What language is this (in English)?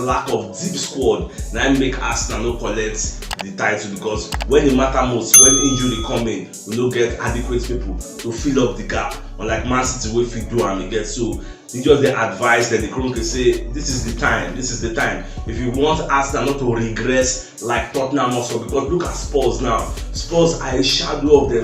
Nigerian Pidgin